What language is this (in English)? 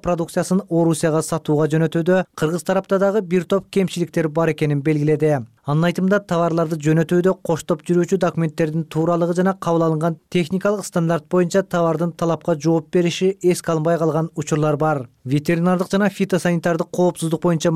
Kyrgyz